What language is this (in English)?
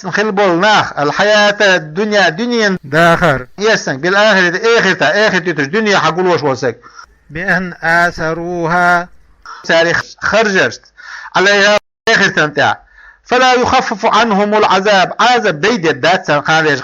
Chechen